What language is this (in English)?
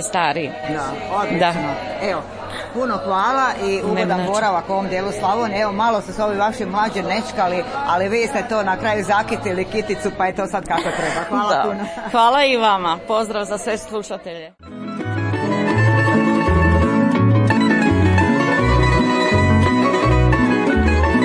Croatian